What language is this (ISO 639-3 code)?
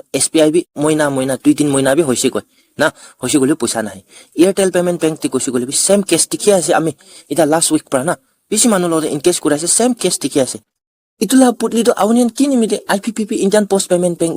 nag